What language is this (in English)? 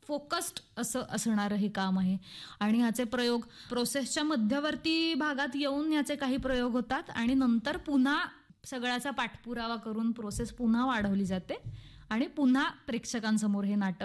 Marathi